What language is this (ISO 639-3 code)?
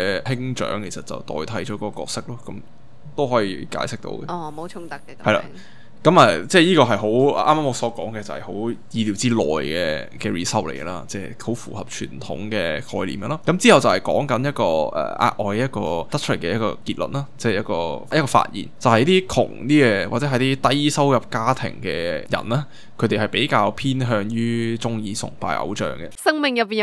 yue